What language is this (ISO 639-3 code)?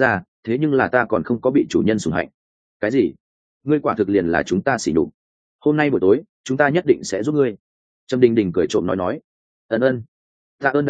vie